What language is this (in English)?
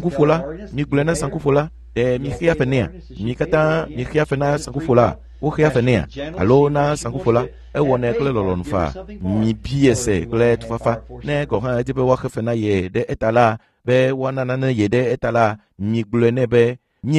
Ewe